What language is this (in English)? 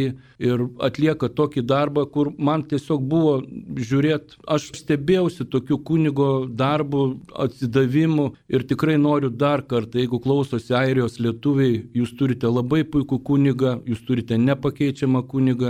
Lithuanian